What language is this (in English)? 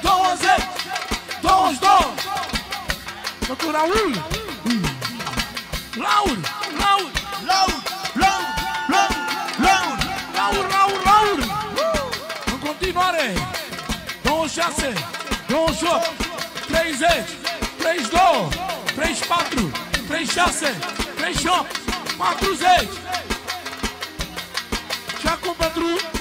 Romanian